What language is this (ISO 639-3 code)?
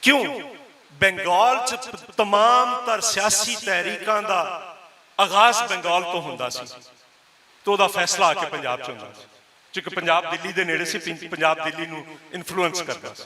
lah